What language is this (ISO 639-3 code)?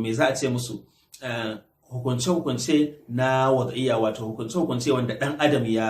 hau